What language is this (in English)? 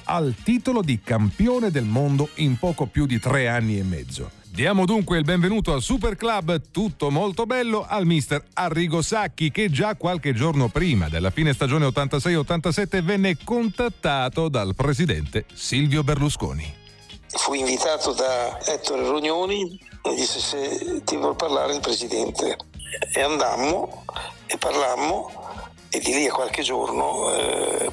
Italian